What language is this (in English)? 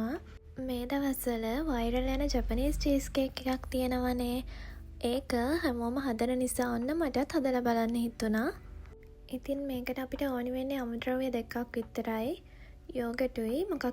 Sinhala